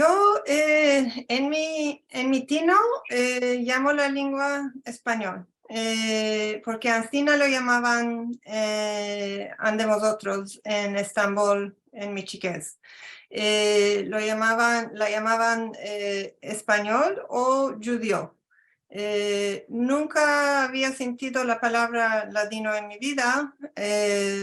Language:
Ladino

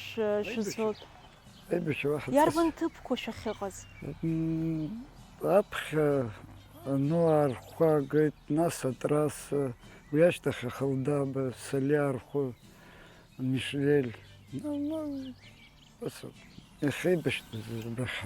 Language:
Abkhazian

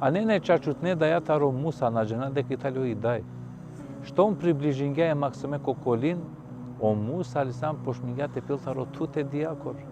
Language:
Balkan Romani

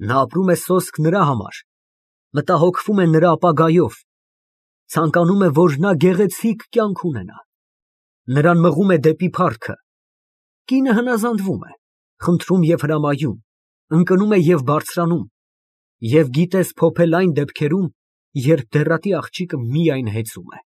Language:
Armenian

